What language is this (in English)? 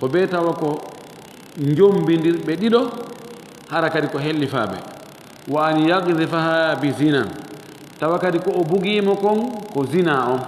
Fula